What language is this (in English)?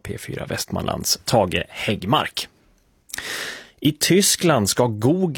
Swedish